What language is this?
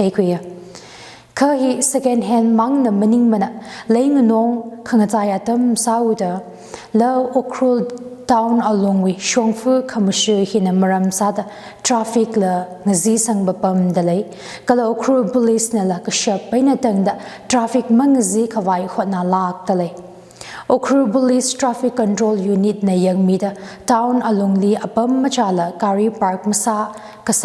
Tangkhul Naga (India)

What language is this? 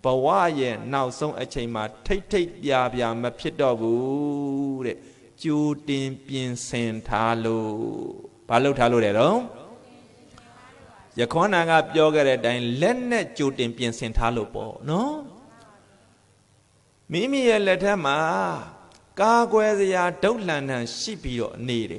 Burmese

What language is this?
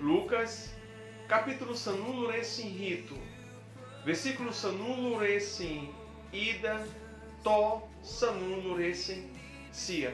Tetum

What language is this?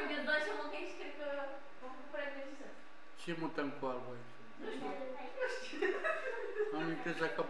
Romanian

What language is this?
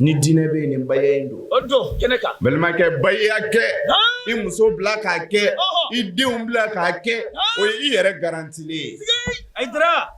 Bambara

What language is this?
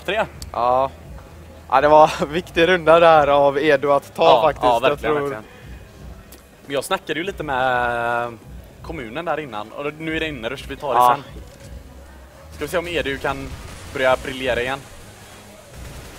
Swedish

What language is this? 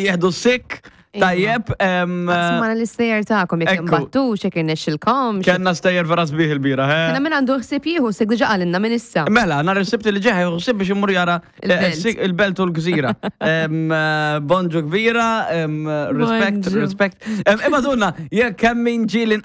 Maltese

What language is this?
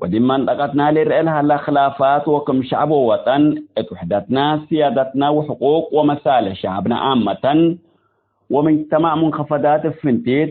Tigre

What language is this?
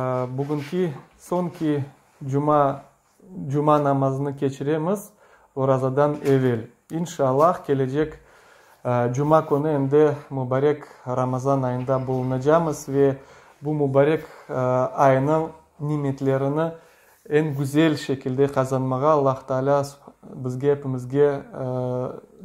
Crimean Tatar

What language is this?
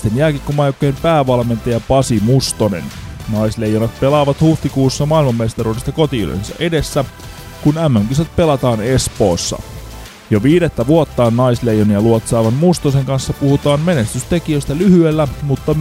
Finnish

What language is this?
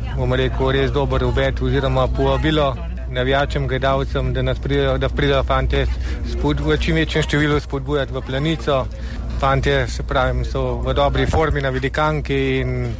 Slovenian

